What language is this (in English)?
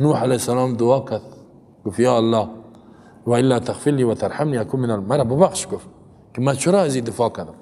Persian